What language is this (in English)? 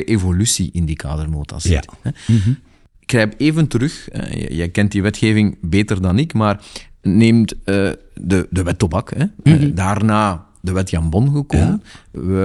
Dutch